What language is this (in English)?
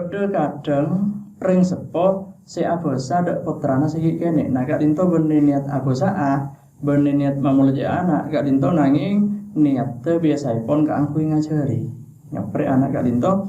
Madurese